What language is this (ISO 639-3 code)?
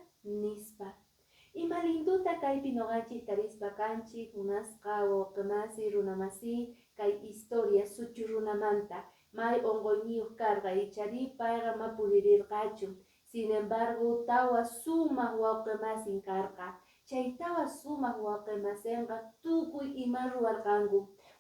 que